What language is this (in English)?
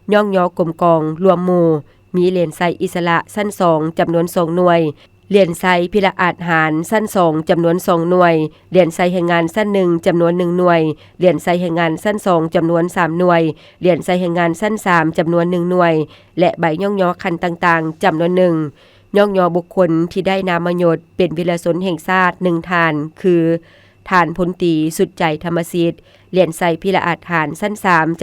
Lao